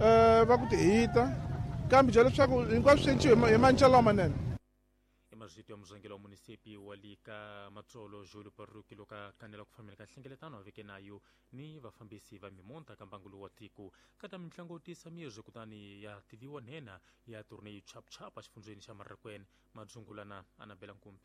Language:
Tsonga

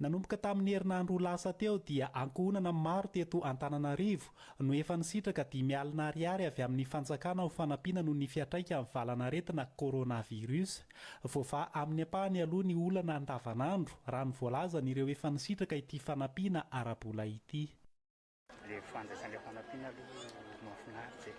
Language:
Malagasy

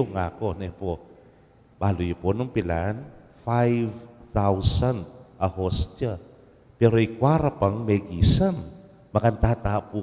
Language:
Pampanga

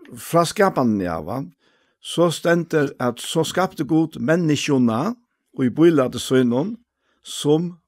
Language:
Faroese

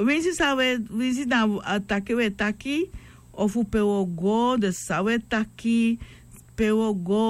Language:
Sranan Tongo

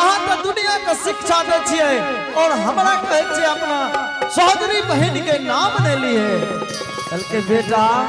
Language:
Angika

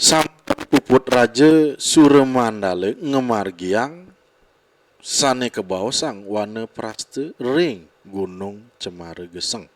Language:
Balinese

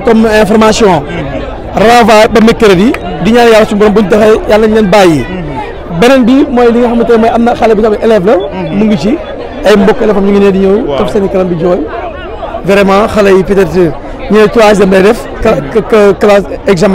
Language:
Wolof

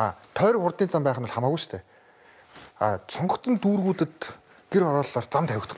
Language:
Mongolian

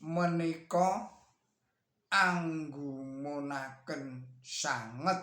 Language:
Javanese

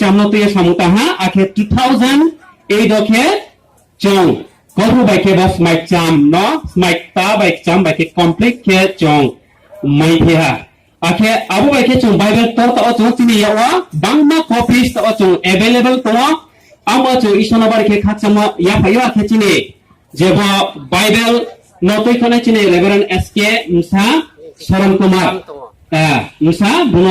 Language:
Riang (India)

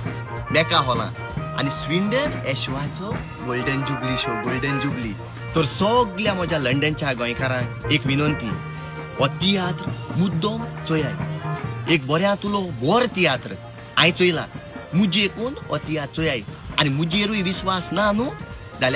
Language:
Konkani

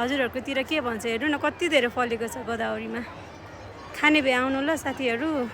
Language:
Nepali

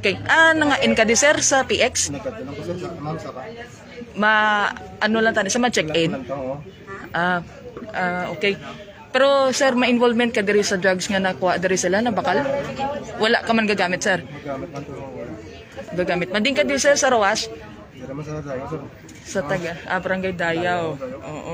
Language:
Hiligaynon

